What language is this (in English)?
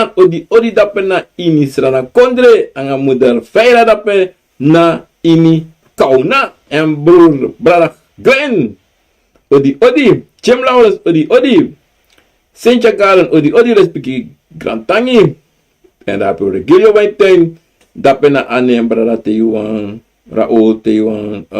Sranan Tongo